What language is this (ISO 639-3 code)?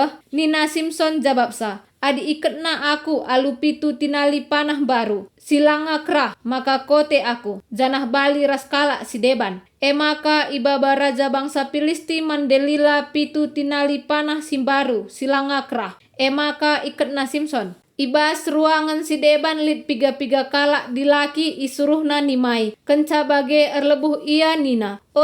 btx